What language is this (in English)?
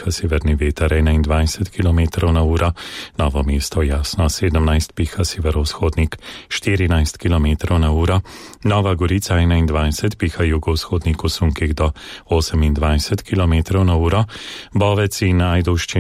Slovenian